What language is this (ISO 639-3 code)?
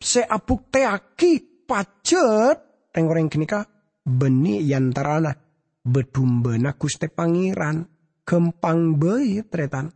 mad